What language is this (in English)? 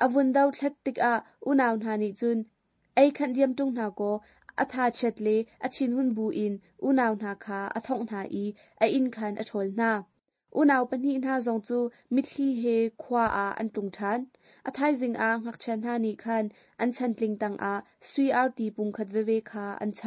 Hakha Chin